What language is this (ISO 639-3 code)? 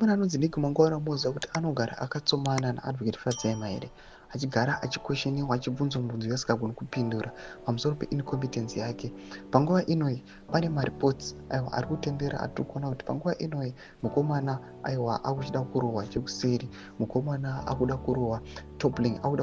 sna